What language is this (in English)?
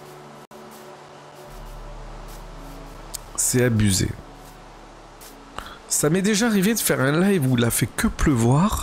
French